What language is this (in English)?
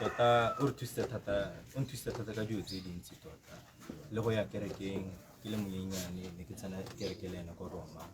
Tswana